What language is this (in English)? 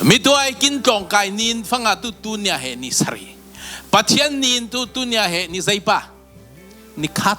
Falam Chin